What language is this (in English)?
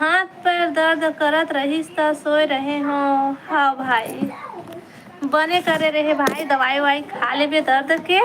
Chhattisgarhi